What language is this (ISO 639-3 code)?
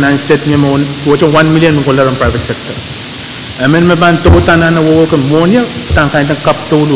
pon